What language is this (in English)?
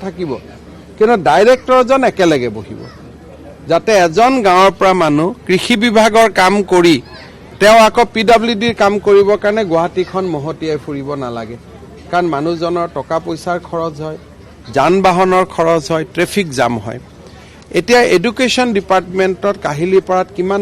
Assamese